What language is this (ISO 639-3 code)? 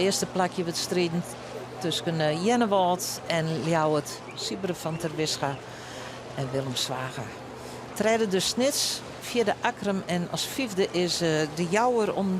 fry